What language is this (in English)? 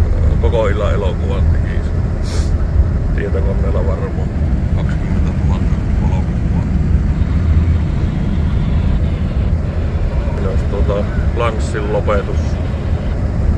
Finnish